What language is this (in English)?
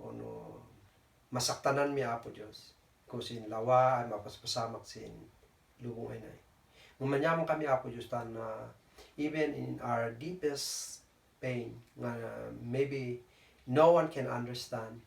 Kankanaey